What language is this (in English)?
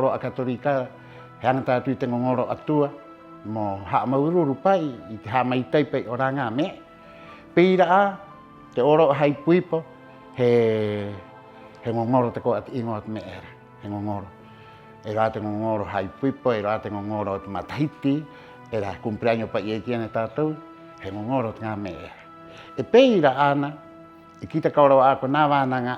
Rapanui